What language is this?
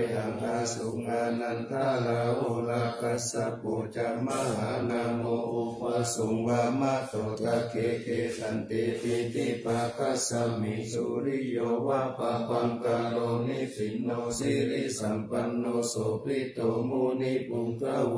Pali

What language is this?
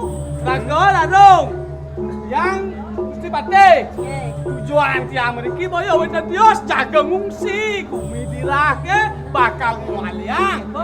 Balinese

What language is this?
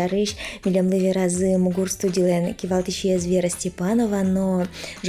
Udmurt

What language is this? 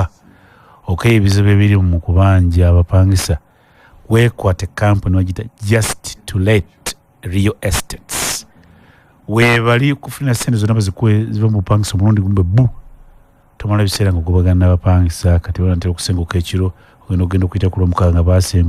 Ganda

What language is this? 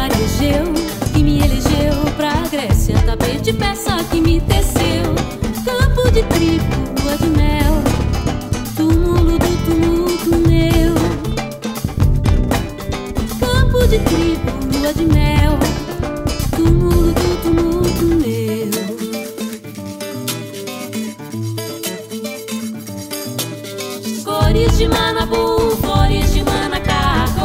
Portuguese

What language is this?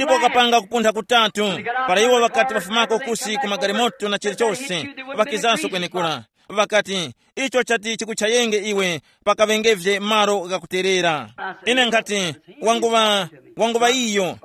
Tumbuka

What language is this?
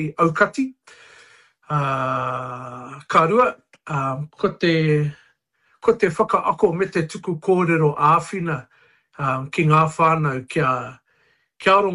Māori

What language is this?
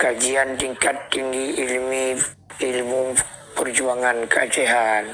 Achinese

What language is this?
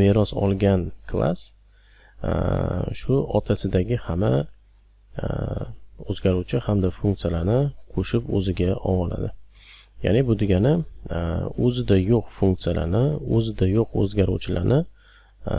Uzbek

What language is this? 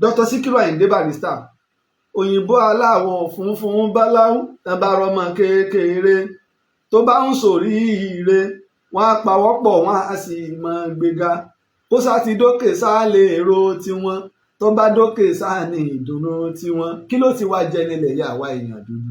Yoruba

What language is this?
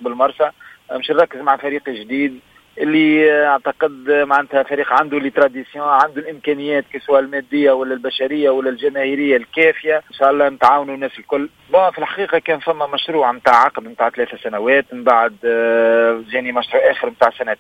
Tunisian Arabic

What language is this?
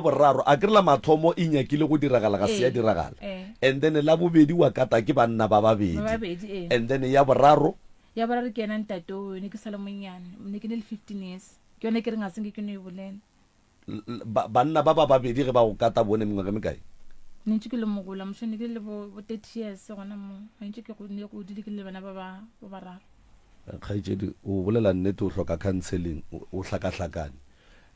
Northern Sotho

